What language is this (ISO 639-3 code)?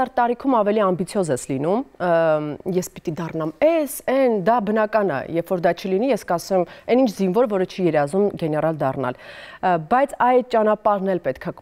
hye